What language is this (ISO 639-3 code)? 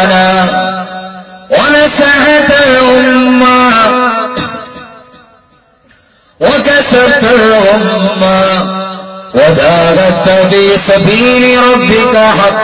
mal